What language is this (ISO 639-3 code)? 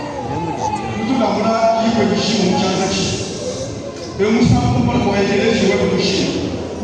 lua